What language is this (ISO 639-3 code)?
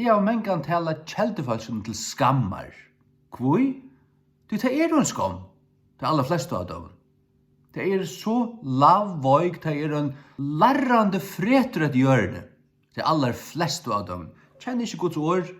fao